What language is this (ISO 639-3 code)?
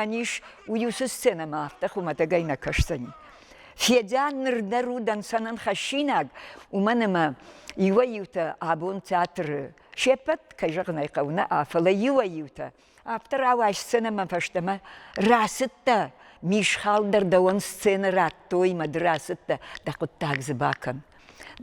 oss